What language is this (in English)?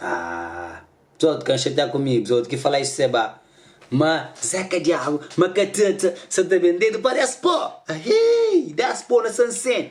Kabuverdianu